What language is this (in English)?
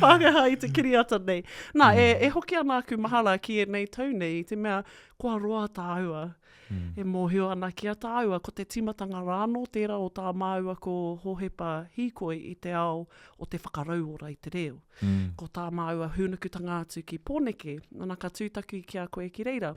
Māori